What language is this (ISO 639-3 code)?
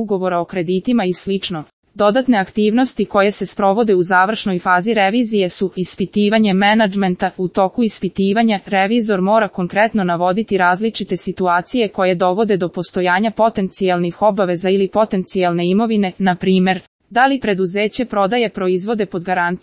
srp